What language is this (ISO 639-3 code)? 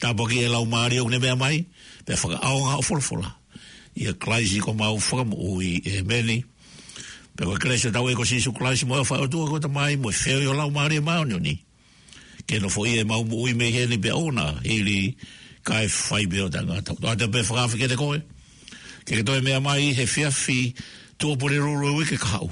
ton